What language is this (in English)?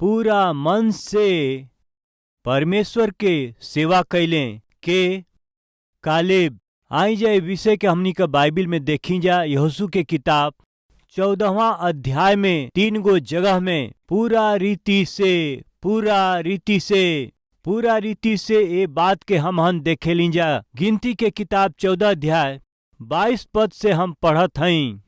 Bhojpuri